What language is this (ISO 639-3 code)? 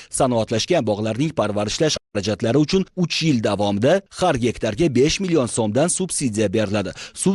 uzb